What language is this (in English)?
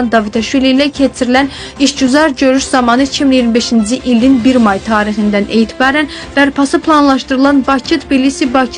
Azerbaijani